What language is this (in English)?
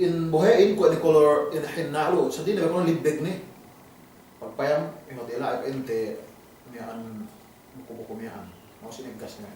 Yakan